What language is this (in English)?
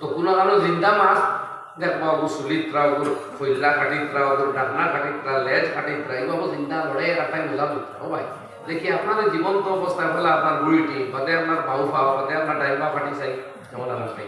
Sylheti